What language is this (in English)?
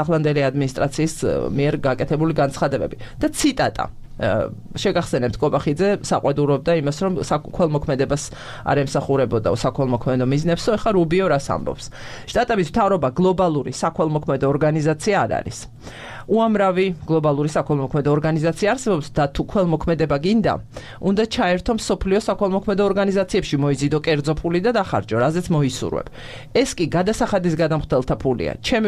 Georgian